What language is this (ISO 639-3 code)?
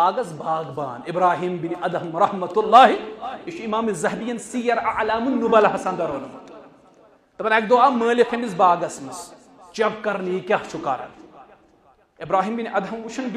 kas